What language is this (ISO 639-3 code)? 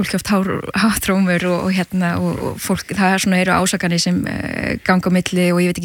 isl